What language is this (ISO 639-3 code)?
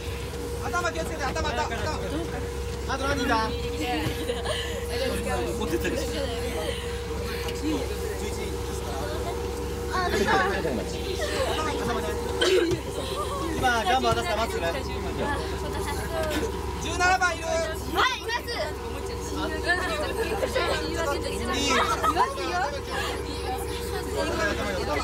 jpn